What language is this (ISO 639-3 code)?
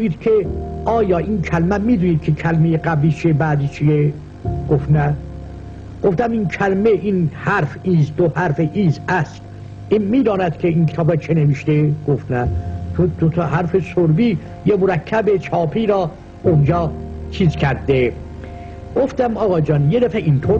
fas